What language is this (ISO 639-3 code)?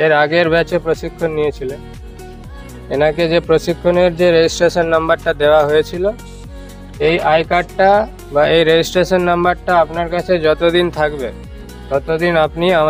ben